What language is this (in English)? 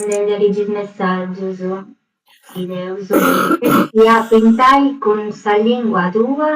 Sardinian